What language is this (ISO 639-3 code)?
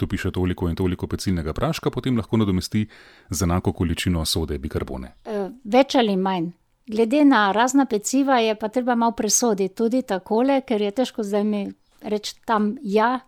slv